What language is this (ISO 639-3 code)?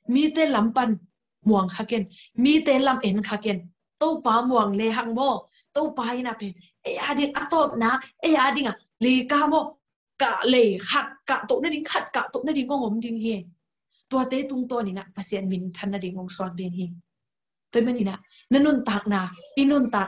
ctd